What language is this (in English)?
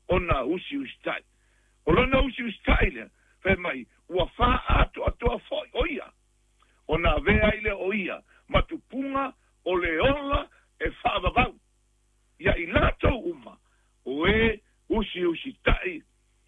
Samoan